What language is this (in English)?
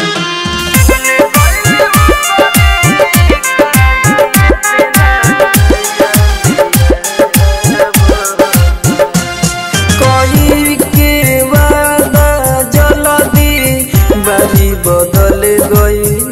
Bhojpuri